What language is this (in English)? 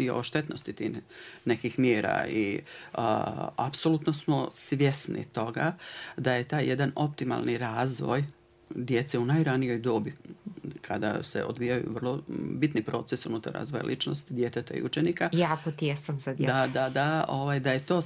Bosnian